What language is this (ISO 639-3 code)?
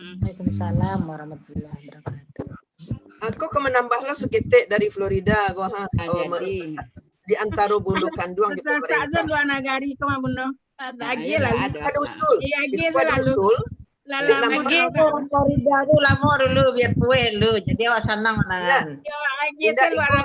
min